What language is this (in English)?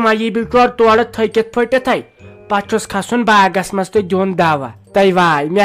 Kashmiri